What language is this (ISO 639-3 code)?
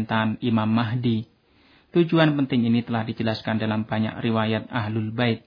ind